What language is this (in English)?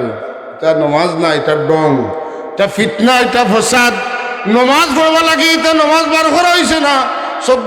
Sylheti